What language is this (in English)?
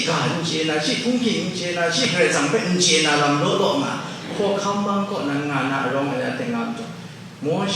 Kachin